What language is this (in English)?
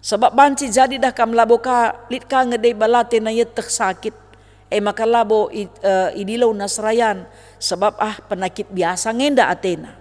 Batak Karo